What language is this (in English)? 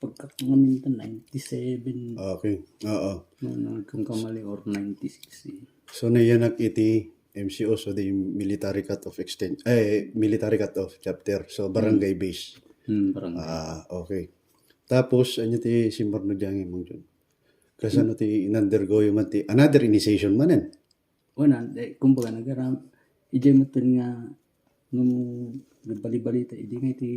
Iloko